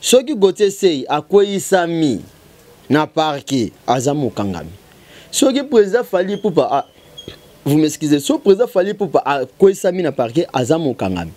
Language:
Lingala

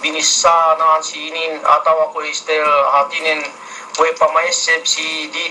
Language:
Yakan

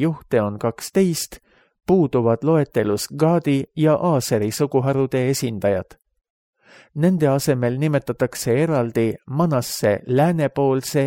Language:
Estonian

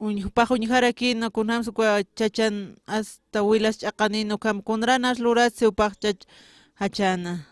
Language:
Aymara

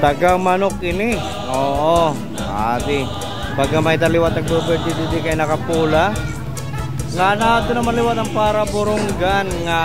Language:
Waray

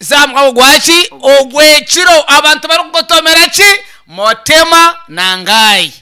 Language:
Nyankole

